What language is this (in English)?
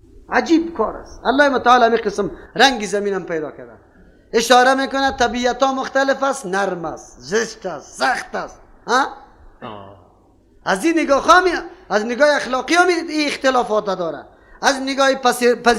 Persian